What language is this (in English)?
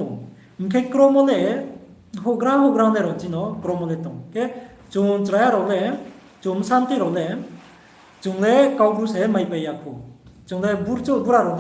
Riang (India)